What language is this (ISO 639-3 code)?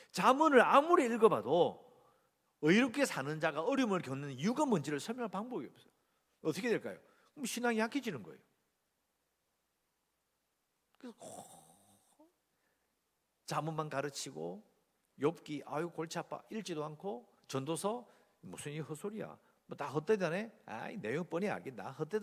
kor